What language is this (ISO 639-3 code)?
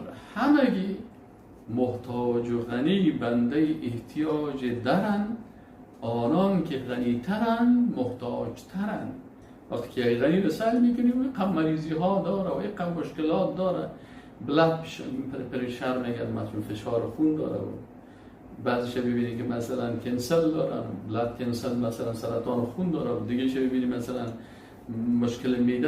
fas